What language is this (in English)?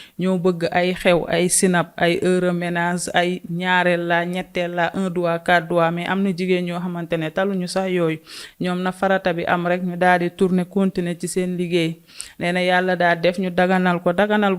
Wolof